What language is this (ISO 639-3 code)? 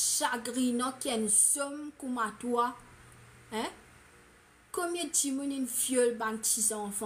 mfe